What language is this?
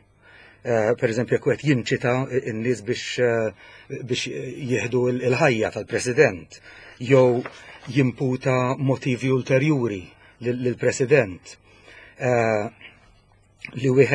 Maltese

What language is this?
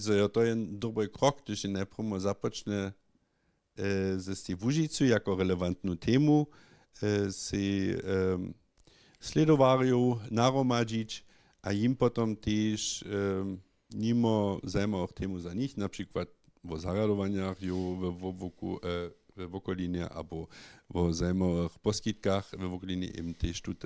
Upper Sorbian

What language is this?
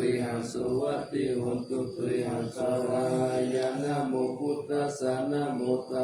Pali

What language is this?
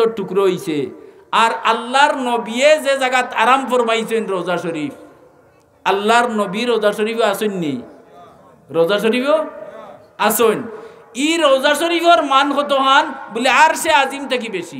Sylheti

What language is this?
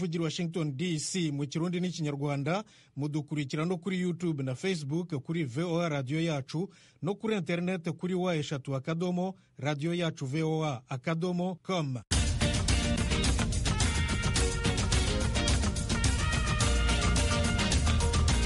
Kinyarwanda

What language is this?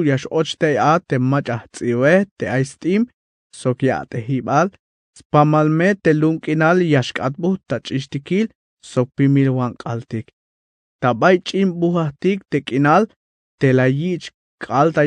Tzeltal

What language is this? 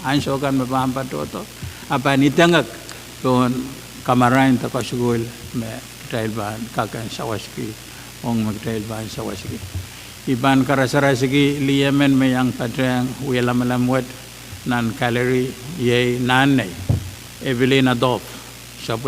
Pohnpeian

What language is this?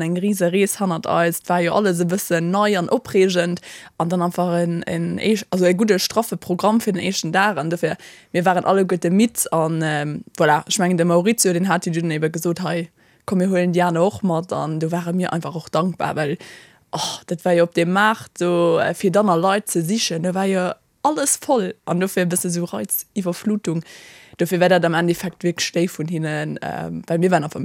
Luxembourgish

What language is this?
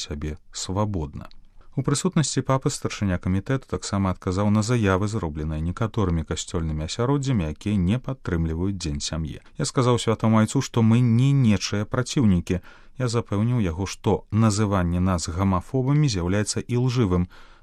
Belarusian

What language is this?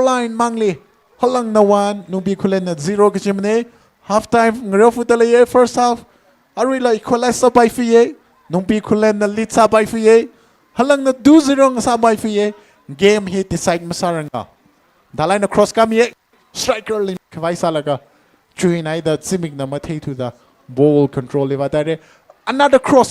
Tangkhul Naga (India)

